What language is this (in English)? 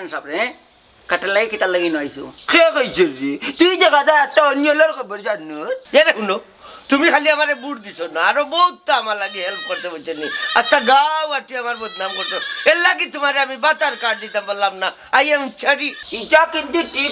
Sylheti